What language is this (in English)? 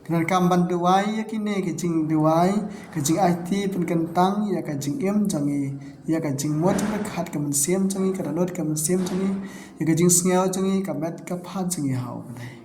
Khasi